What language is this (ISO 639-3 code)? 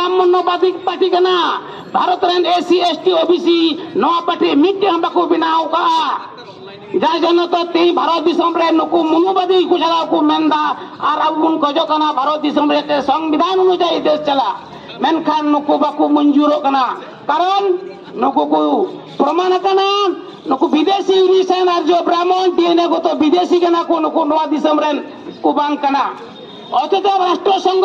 sat